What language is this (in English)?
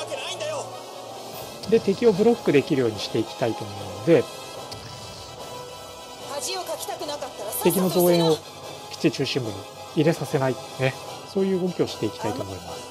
Japanese